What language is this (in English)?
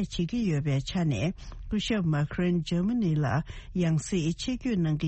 Tibetan